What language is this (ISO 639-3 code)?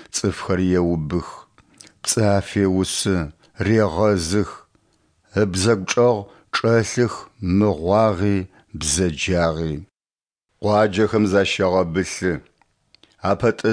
ady